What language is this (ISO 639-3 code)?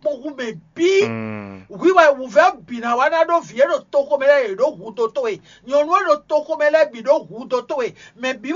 fon